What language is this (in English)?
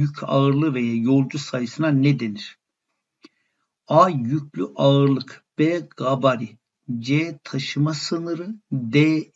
Turkish